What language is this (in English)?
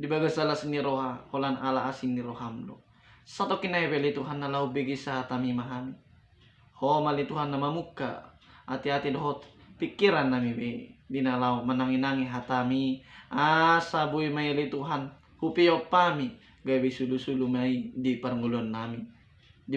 Batak Toba